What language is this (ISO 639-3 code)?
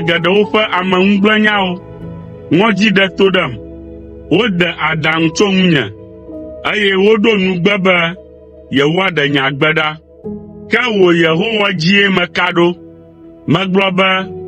ewe